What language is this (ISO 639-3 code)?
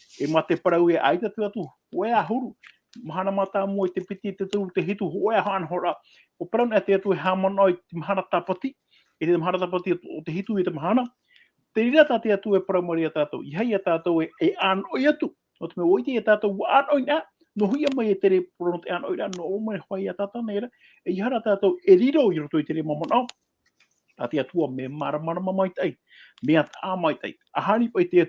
tah